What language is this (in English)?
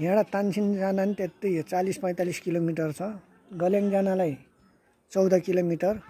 Nepali